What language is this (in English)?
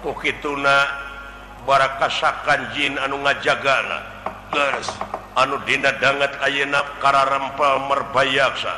Sundanese